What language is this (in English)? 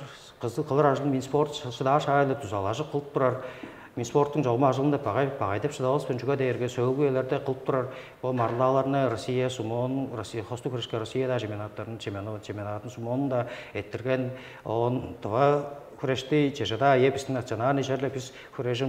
Tuvinian